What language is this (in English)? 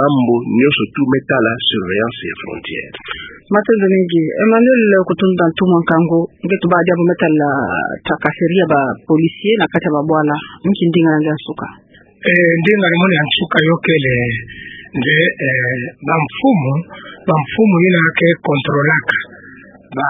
Kituba (Democratic Republic of Congo)